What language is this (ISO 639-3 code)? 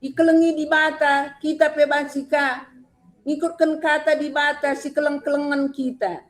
btx